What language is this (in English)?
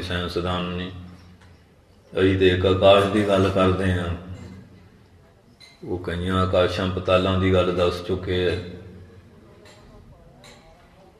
Punjabi